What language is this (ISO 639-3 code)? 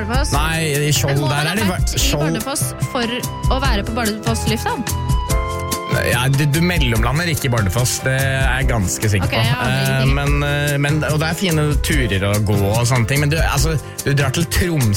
nor